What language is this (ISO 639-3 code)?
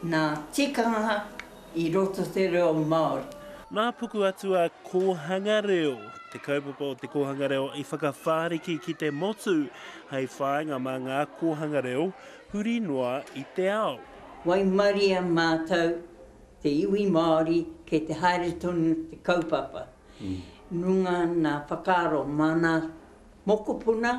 mri